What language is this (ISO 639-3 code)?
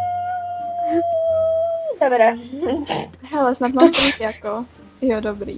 ces